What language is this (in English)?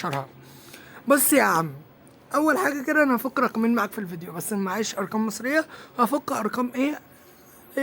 Egyptian Arabic